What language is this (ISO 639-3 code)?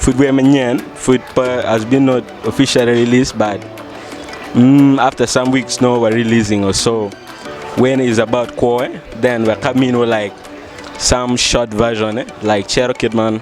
ach